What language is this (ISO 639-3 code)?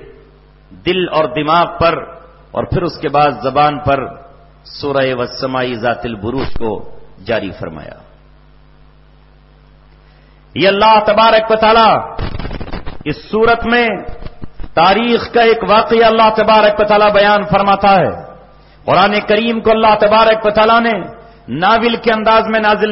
urd